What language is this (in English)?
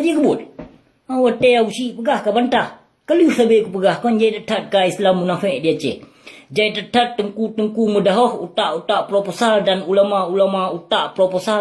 Achinese